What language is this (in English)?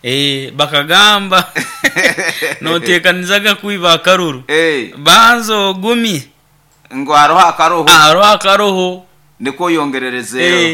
Nyoro